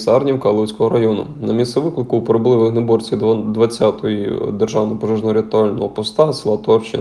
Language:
Ukrainian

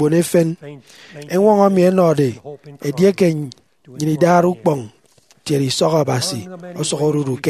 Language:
Efik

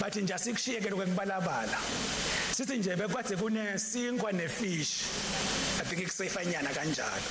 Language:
Swati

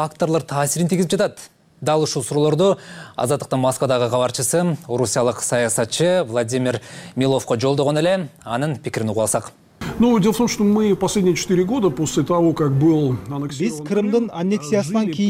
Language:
Kyrgyz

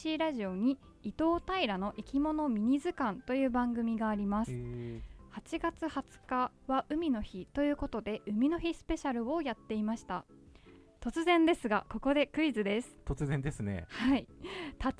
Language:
Japanese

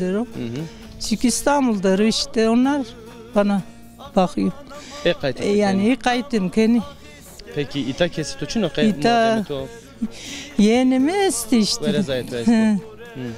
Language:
Zaza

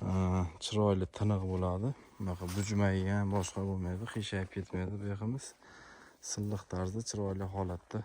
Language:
Uzbek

